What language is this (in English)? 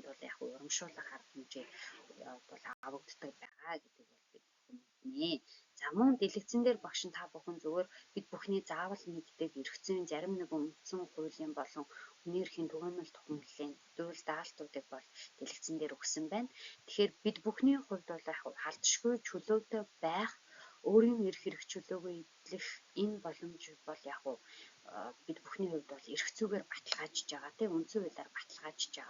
Mongolian